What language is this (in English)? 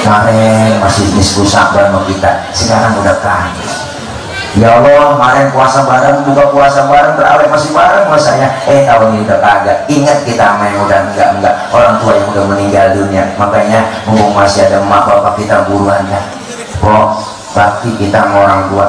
Betawi